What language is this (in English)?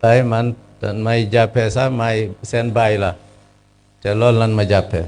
Wolof